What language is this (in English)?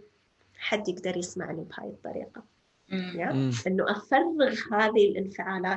North Levantine Arabic